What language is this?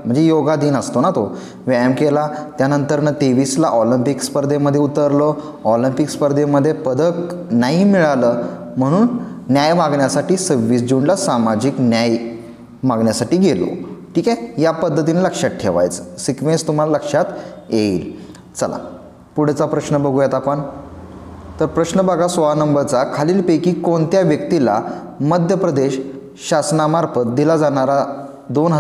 Marathi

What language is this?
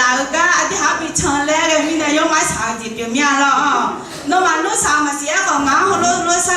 Akha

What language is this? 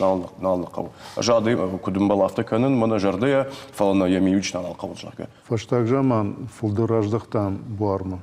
Ossetic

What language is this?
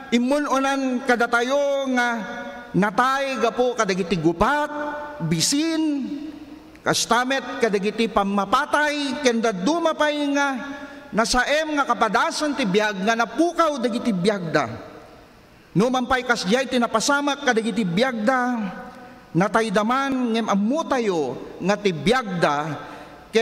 Iloko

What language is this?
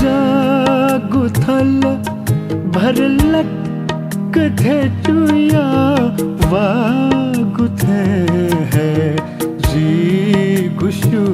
Newari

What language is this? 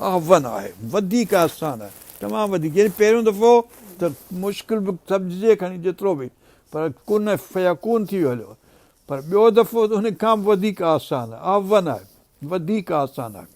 Sindhi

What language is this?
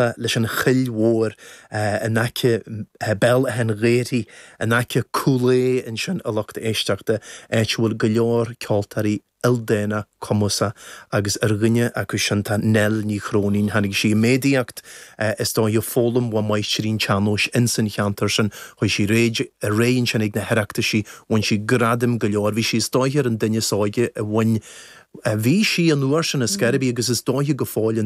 Irish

